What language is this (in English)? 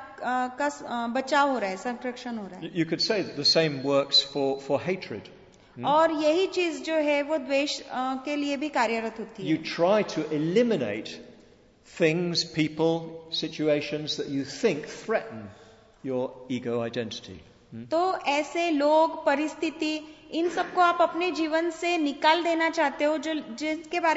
Hindi